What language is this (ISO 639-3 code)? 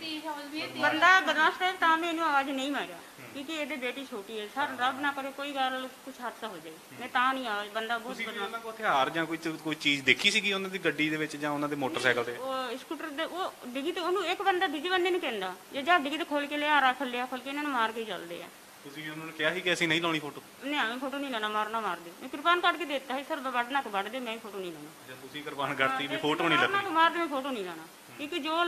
pan